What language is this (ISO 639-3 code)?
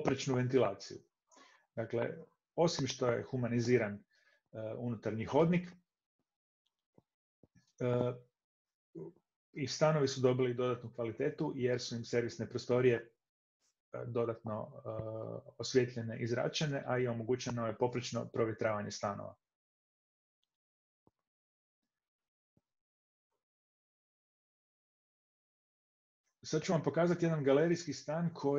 hrv